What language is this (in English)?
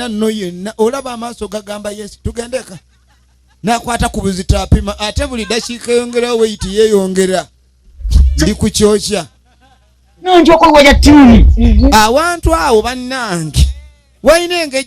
Ganda